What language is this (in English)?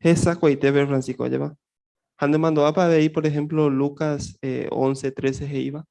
Guarani